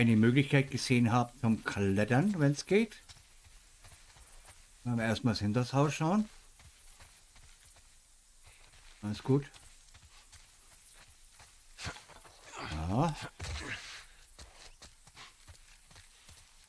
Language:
German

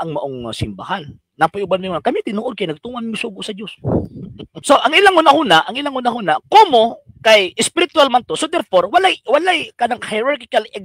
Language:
Cebuano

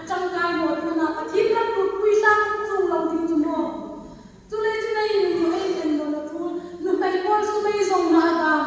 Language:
Hmar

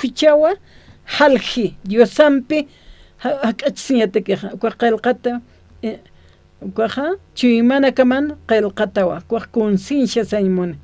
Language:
Aymara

